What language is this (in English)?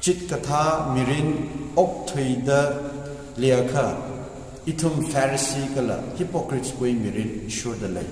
Tangkhul Naga (India)